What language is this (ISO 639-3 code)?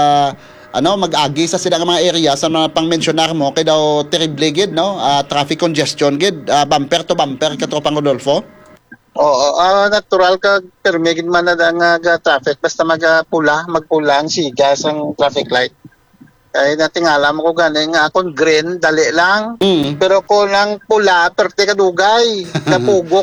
hil